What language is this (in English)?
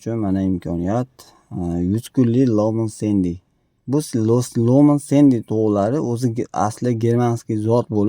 Uzbek